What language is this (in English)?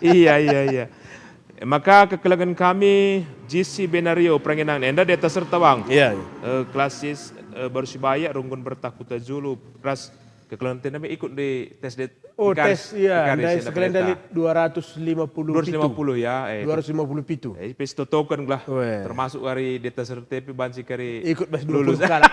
Batak Karo